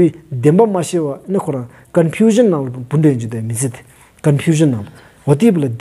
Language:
Stod Bhoti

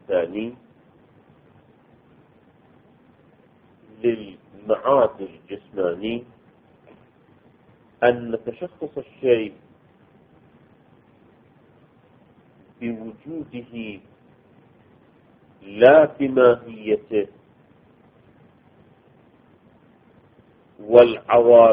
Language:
Arabic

